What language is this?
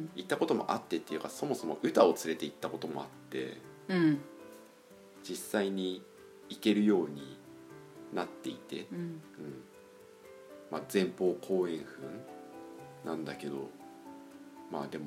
Japanese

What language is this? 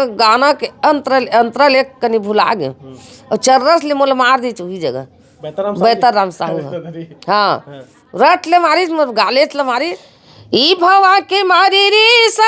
Chhattisgarhi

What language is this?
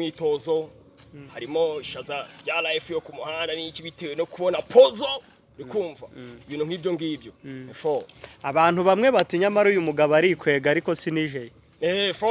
Kinyarwanda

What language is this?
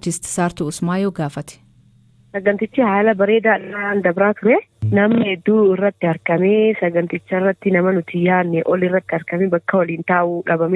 Oromo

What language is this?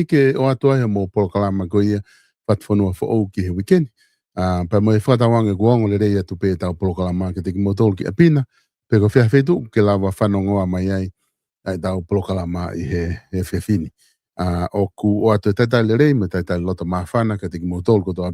Tongan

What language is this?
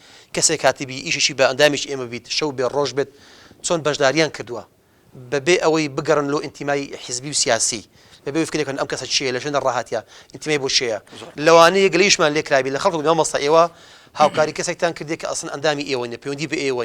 Central Kurdish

